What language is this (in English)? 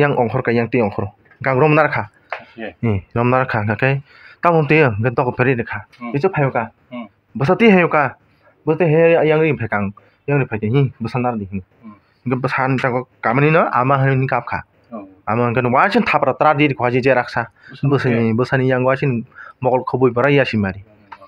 Kok Borok